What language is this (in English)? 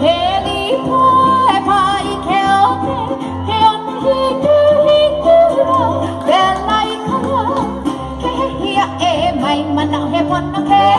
Hawaiian